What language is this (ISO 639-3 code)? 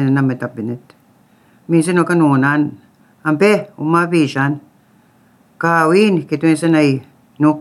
lav